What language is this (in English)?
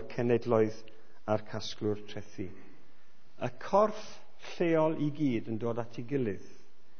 Welsh